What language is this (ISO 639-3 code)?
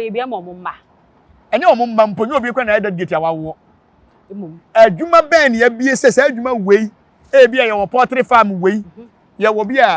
aka